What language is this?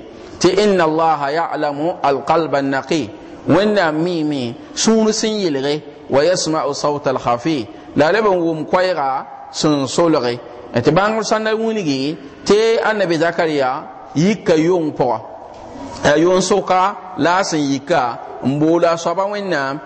Mossi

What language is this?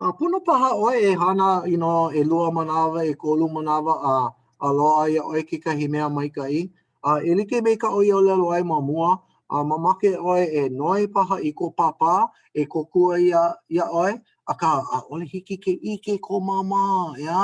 Hawaiian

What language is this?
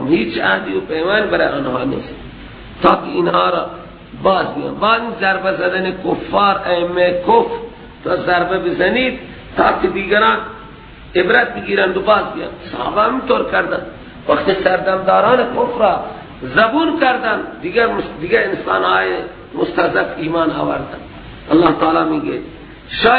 Persian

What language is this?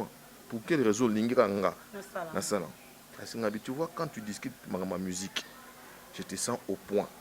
Lingala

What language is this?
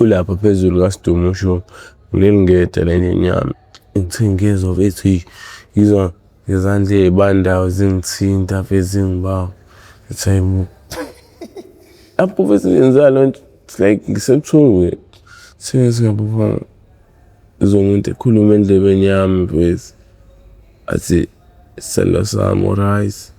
Zulu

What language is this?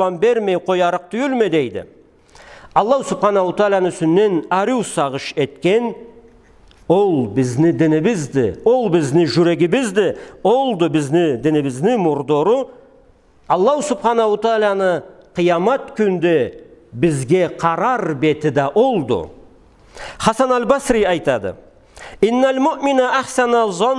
Karachay-Balkar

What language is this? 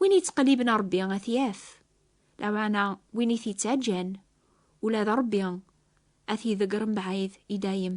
Kabyle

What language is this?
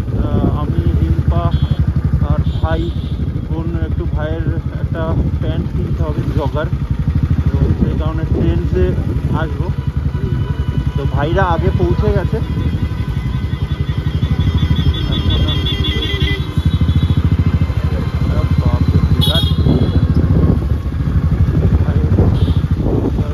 Bangla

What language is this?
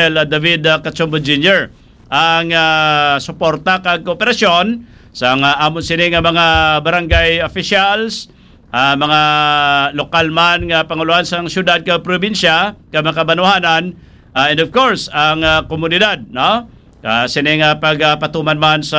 Hiligaynon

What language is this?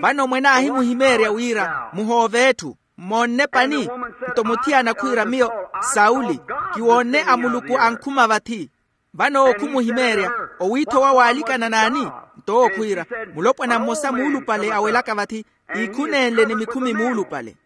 Makhuwa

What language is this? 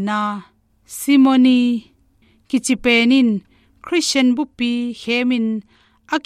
Tedim Chin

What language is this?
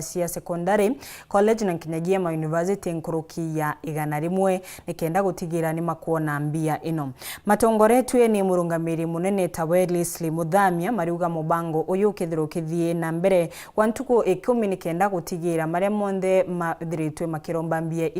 Meru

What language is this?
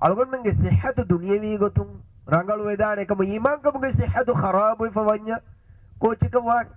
Divehi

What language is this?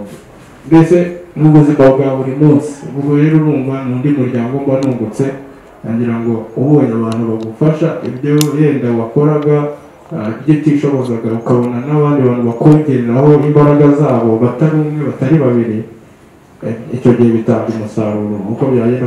Kinyarwanda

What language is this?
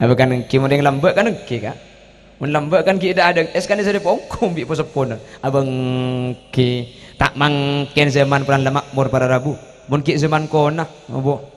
Madurese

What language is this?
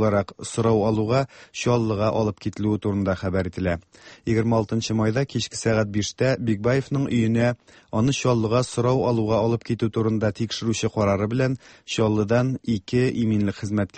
Tatar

